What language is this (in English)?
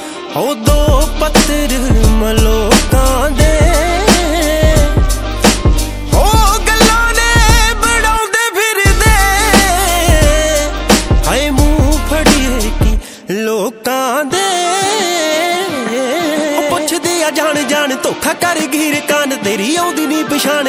Punjabi